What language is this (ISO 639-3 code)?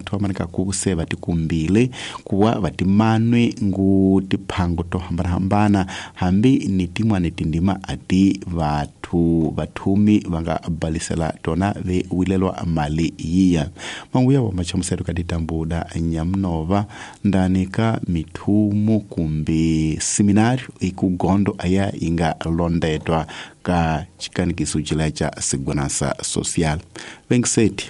tso